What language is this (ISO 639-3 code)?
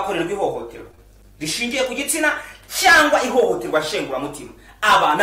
kin